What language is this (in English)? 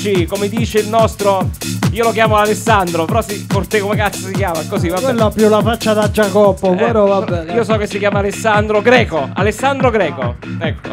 Italian